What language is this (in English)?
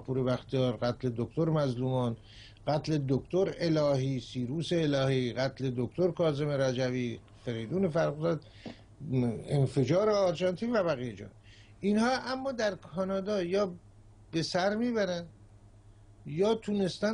Persian